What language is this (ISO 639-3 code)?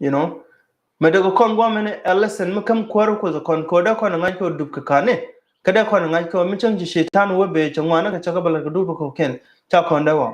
nus